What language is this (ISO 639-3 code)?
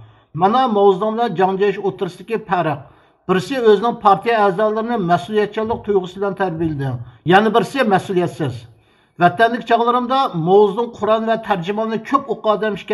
uig